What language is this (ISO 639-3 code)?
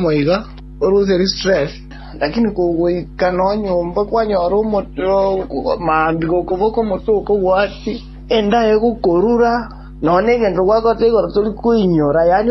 guz